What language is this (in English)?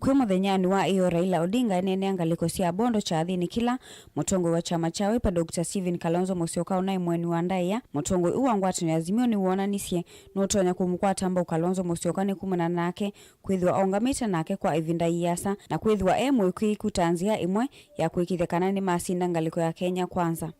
Kamba